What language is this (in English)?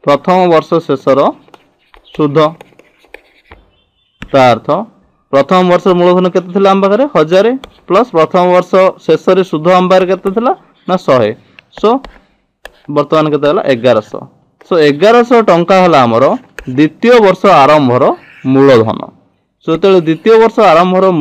Odia